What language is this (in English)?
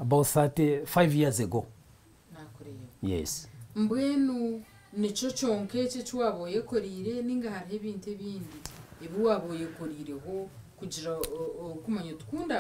Nyankole